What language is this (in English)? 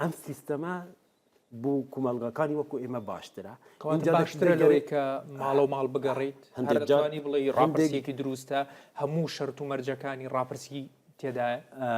Central Kurdish